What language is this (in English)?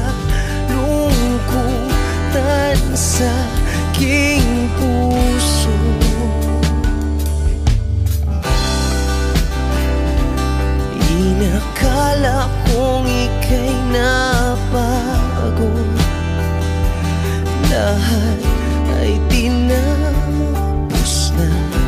Filipino